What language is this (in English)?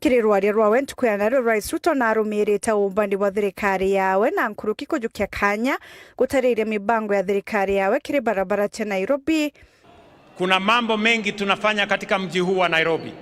Meru